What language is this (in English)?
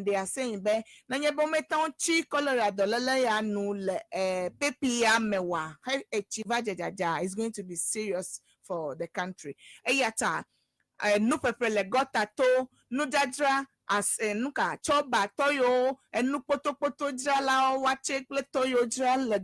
Ewe